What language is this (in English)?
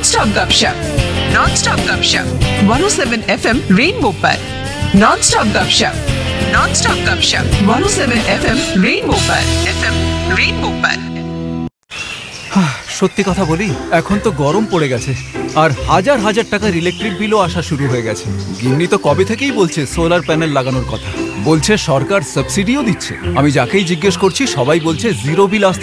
Bangla